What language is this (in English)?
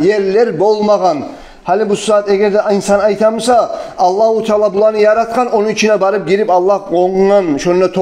Kumyk